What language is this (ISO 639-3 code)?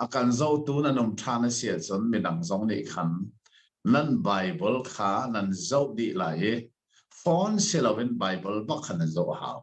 cnh